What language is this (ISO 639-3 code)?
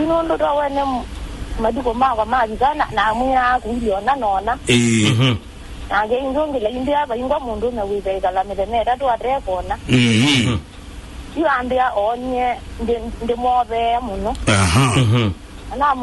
kam